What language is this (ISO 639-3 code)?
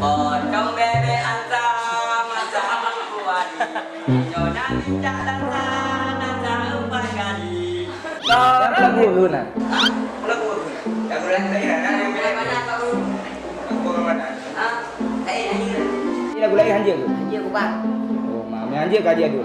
ace